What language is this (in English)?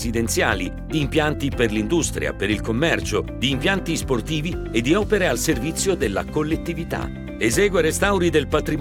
Italian